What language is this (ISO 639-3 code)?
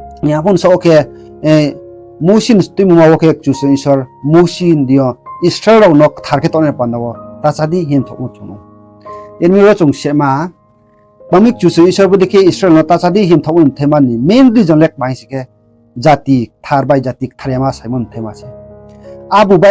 ria